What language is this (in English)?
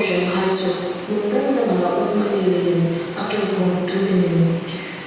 Hmar